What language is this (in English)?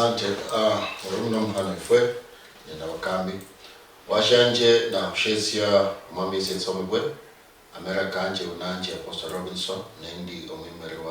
Luyia